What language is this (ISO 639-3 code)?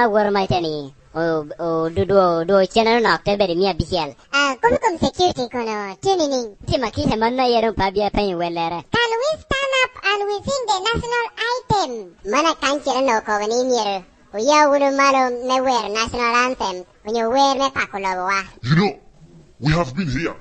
laj